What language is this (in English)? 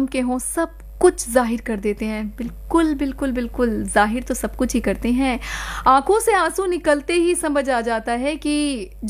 Hindi